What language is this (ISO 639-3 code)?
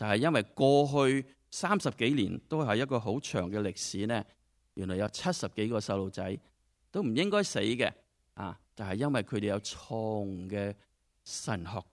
yue